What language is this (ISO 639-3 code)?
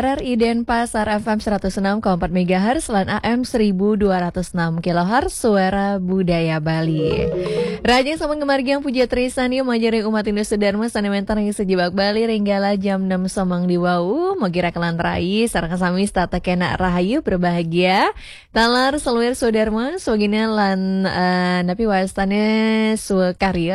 ban